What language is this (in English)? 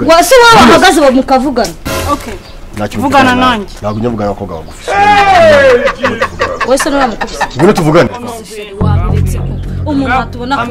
Kinyarwanda